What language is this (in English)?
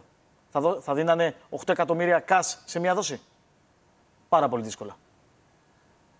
Greek